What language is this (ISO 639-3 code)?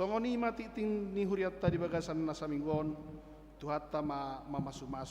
bbc